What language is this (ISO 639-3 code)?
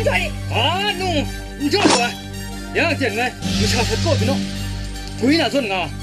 kac